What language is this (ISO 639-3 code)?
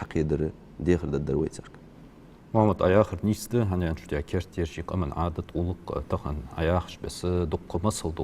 inh